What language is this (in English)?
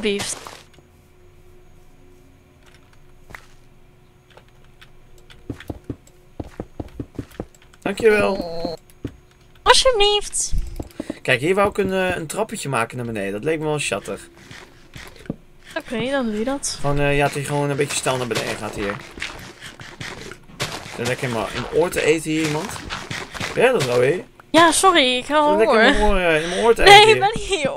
Dutch